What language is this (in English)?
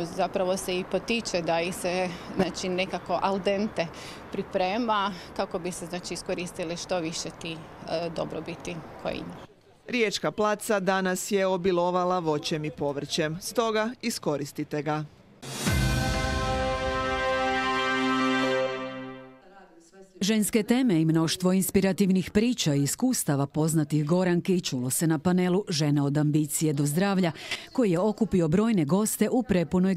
Croatian